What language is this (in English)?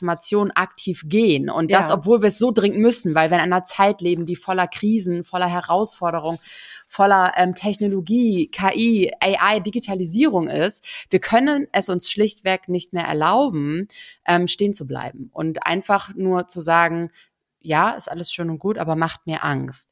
German